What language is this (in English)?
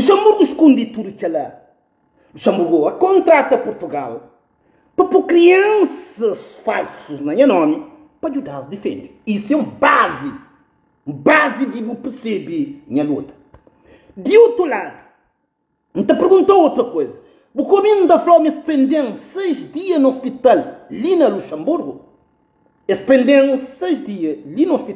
Kabuverdianu